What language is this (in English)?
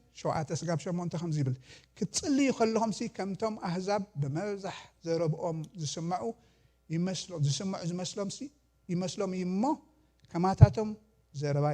Tigrinya